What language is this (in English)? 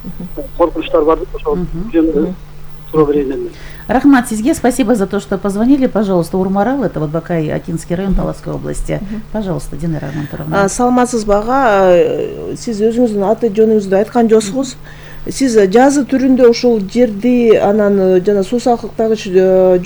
Kyrgyz